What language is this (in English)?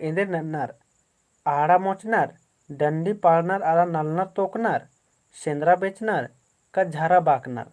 Kurukh